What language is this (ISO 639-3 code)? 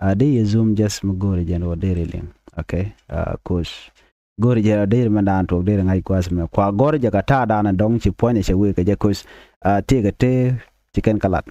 nus